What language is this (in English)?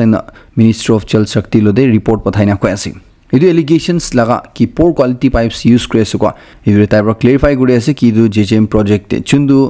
Naga Pidgin